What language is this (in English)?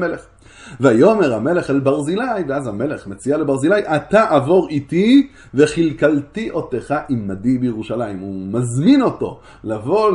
Hebrew